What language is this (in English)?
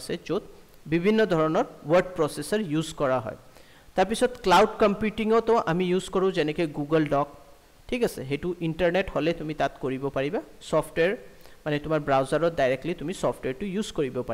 Assamese